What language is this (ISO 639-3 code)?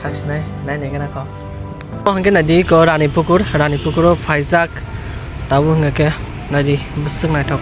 trp